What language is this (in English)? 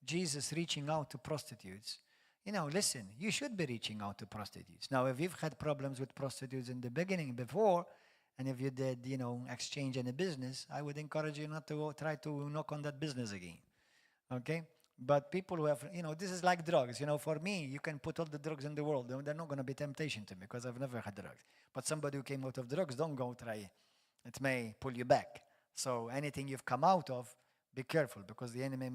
English